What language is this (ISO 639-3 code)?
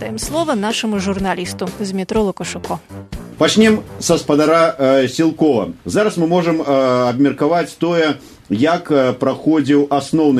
bel